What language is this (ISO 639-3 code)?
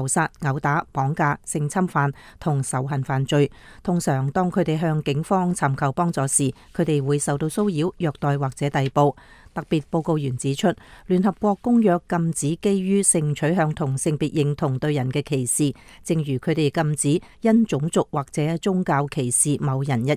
yue